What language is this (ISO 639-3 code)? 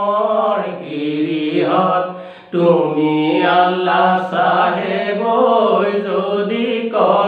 asm